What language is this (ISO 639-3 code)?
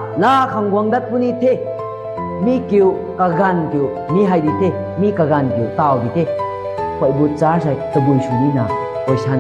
nbu